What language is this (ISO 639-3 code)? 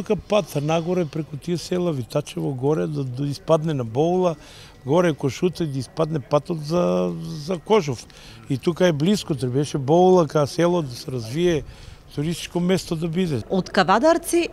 mkd